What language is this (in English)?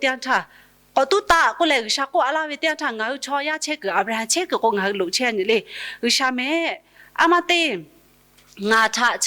Lahu